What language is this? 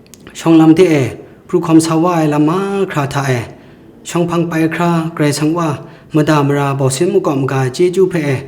Kachin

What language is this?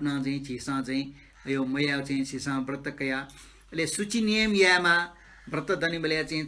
Newari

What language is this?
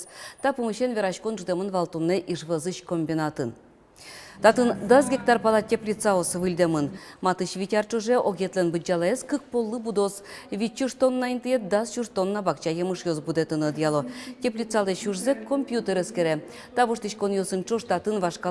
Udmurt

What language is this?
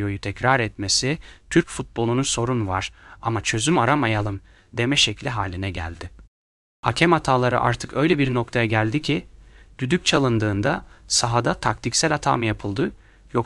Turkish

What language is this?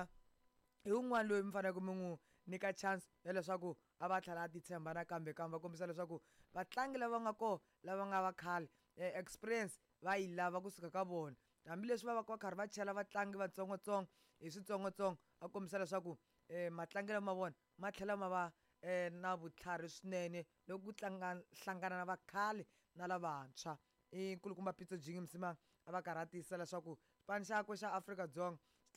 Tsonga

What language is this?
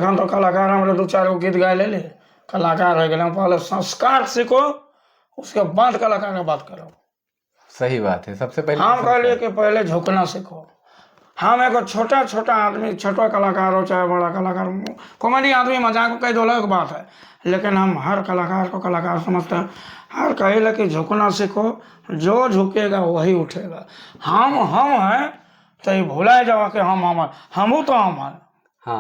Sadri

